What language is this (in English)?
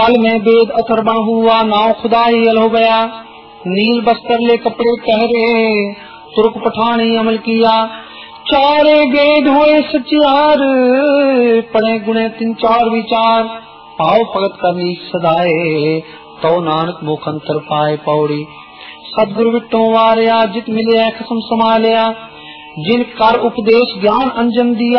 Punjabi